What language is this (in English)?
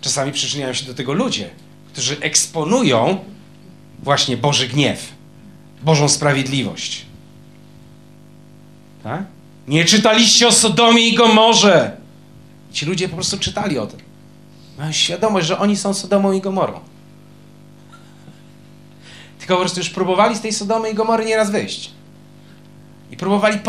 Polish